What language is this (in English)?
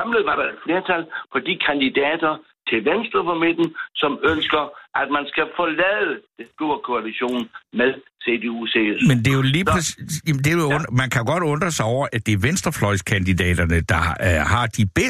Danish